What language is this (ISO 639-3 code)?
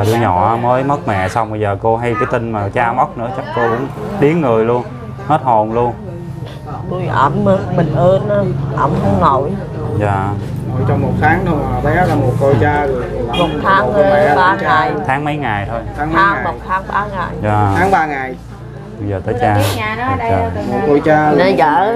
vie